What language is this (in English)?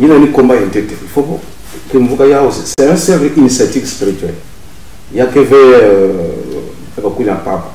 Kituba (Congo)